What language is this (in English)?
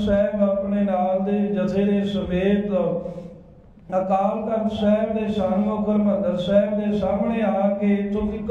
Punjabi